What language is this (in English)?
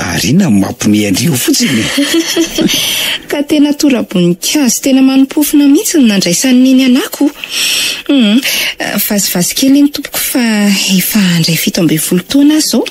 Malagasy